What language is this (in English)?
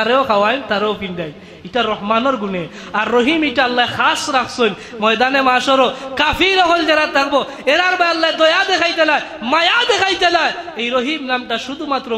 Sylheti